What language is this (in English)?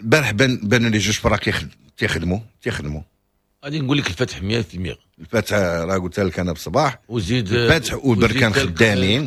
Moroccan Arabic